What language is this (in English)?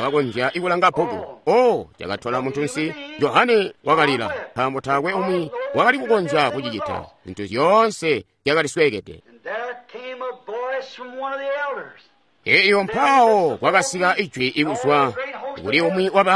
Tonga (Zambia)